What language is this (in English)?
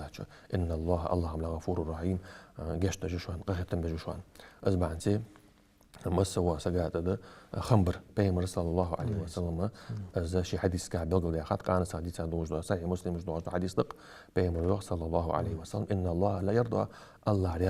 Ingush